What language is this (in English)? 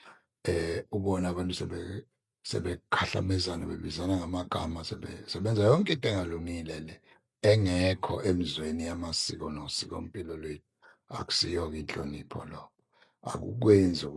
Zulu